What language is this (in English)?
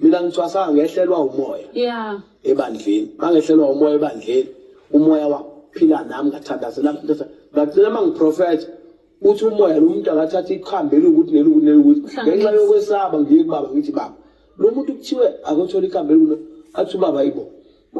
Zulu